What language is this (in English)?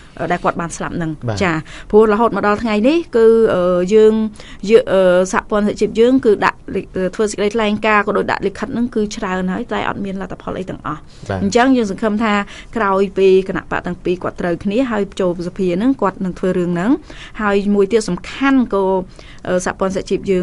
Khmer